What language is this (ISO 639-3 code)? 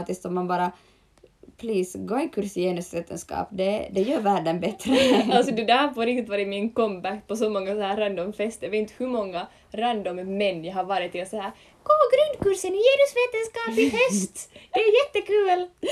swe